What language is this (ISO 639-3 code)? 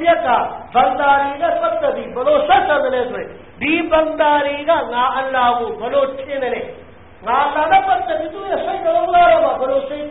mya